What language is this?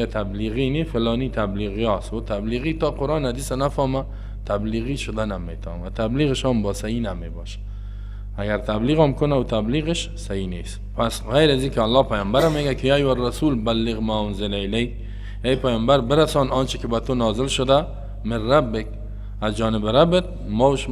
Persian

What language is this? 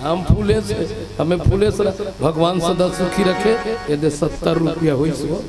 Chhattisgarhi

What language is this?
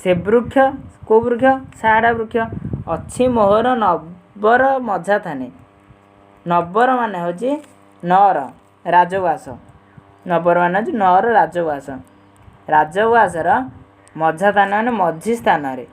Odia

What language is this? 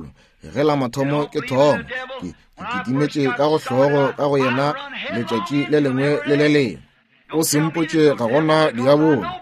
Northern Sotho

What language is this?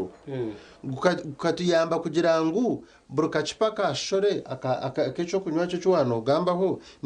Nyankole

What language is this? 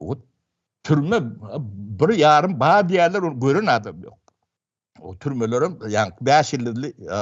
Turkmen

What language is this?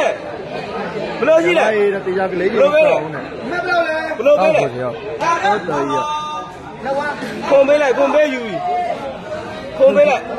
Burmese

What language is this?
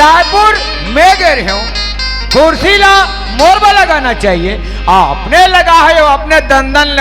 Chhattisgarhi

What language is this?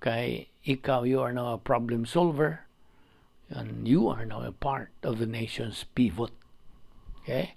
Cebuano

